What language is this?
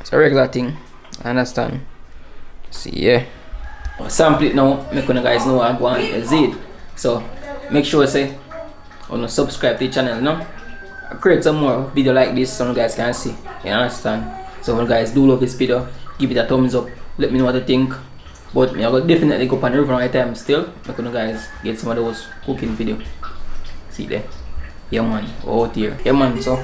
Jamaican Creole English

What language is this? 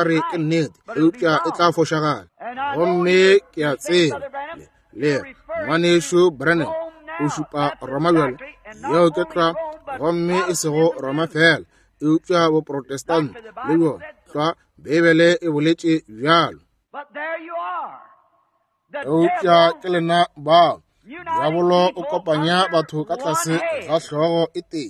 Northern Sotho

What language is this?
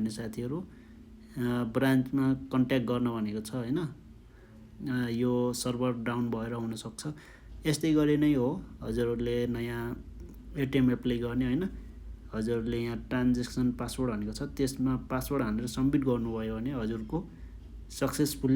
Nepali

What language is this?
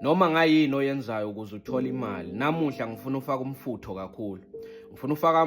Zulu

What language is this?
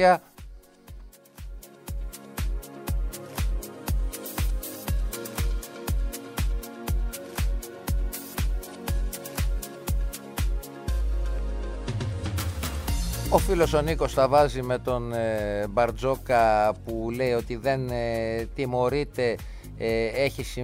Greek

